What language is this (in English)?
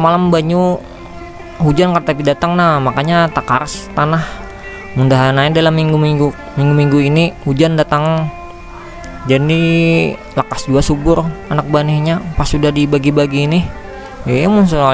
Banjar